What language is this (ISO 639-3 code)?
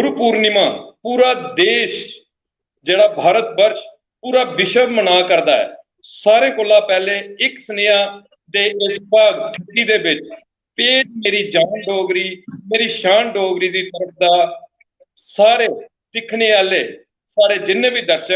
doi